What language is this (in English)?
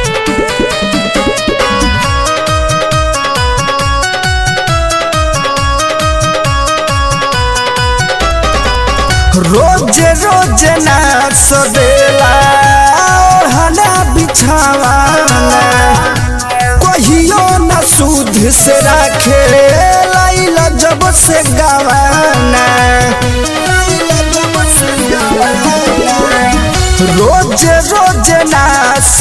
Bhojpuri